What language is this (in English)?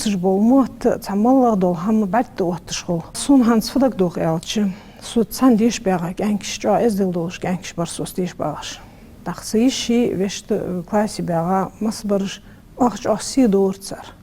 Ingush